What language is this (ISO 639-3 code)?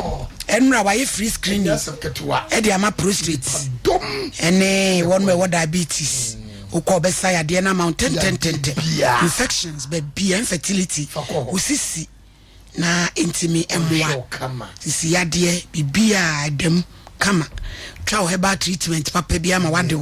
aka